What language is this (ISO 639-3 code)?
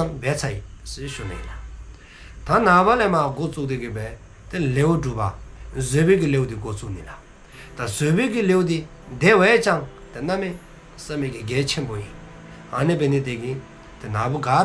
dzo